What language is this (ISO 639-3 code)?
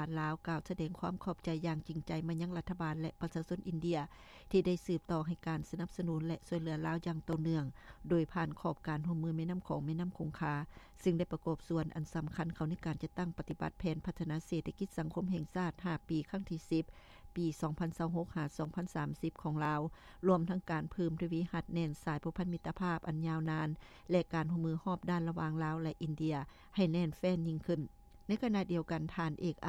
lao